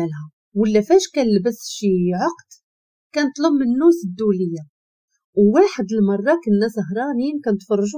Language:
Moroccan Arabic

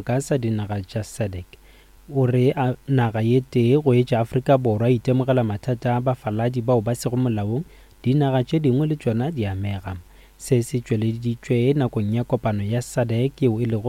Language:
Northern Sotho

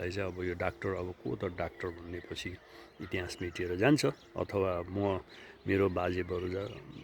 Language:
Nepali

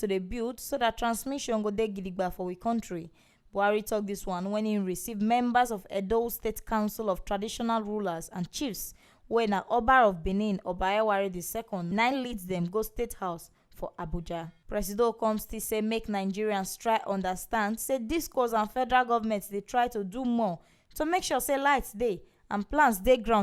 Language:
Nigerian Pidgin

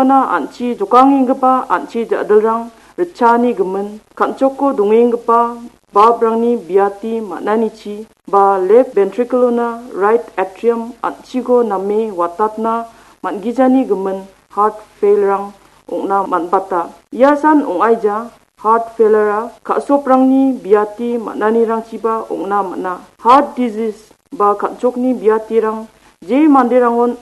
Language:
Garo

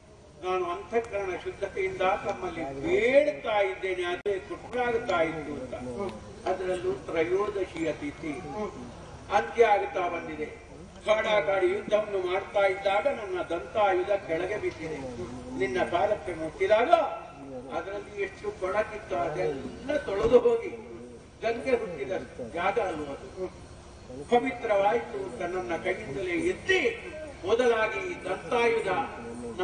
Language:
Kannada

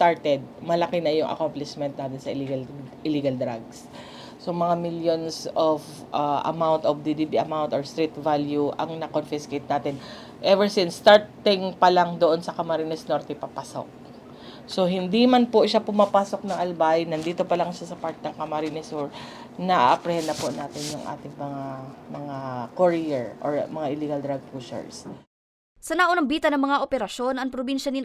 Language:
Bikol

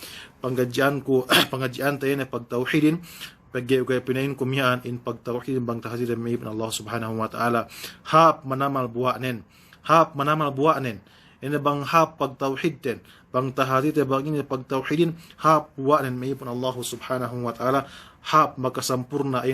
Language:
Yakan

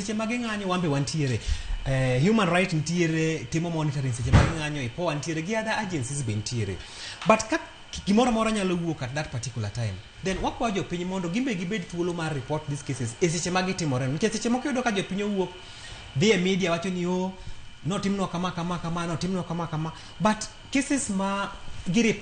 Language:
Luo (Kenya and Tanzania)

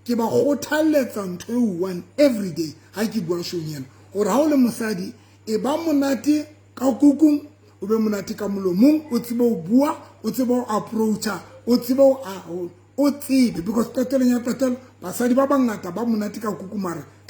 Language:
Southern Sotho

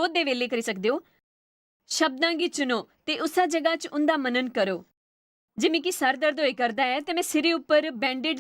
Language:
Dogri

